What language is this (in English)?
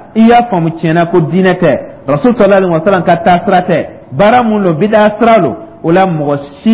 Dyula